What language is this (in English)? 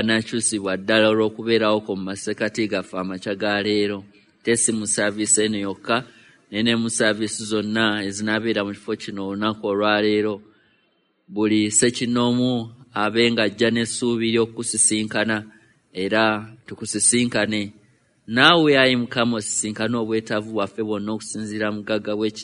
Ganda